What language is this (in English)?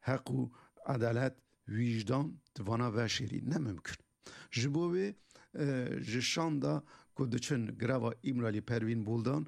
Kurdish